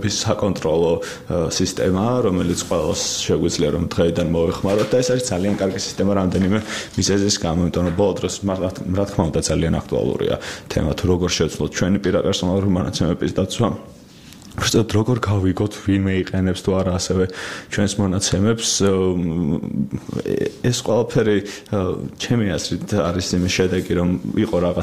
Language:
Georgian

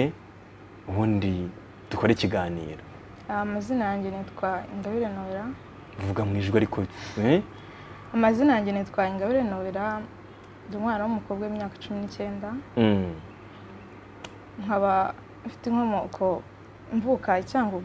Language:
Kinyarwanda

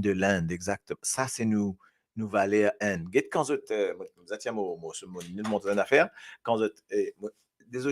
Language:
Morisyen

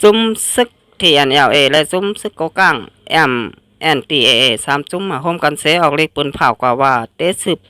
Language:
Shan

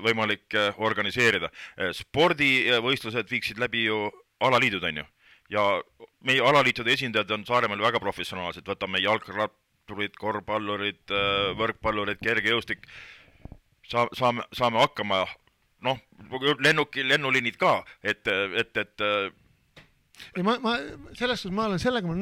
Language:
Estonian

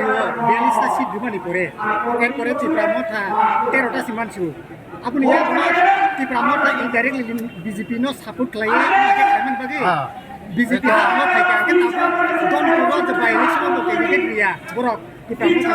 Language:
Kok Borok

